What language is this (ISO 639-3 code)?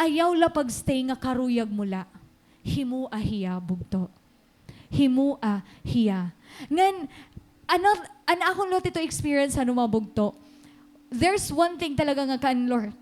war